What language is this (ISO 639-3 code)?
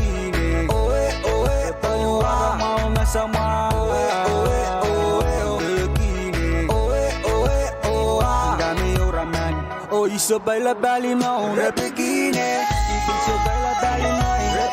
pon